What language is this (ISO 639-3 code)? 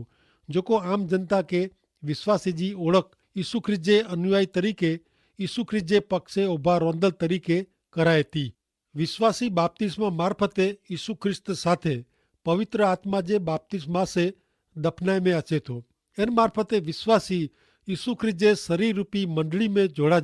kfr